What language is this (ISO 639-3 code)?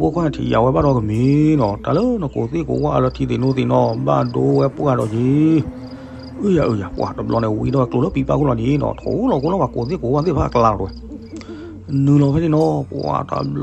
ksw